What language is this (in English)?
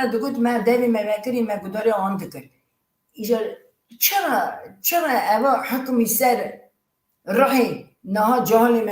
Kurdish